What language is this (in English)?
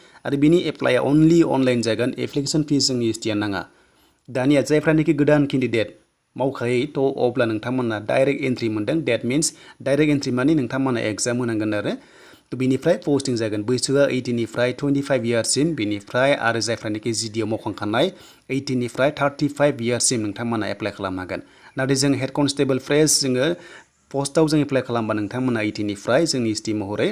Bodo